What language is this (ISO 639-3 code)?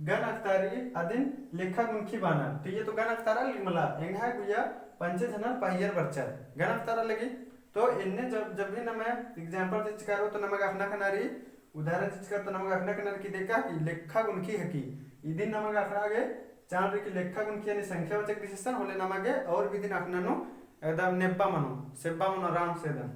kru